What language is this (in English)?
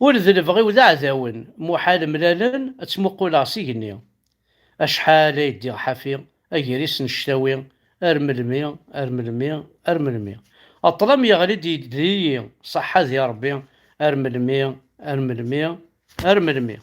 Kabyle